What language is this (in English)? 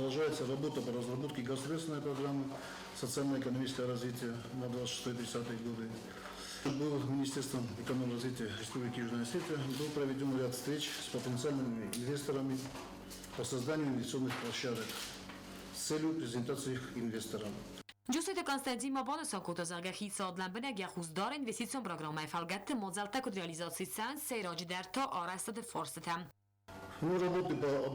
Ossetic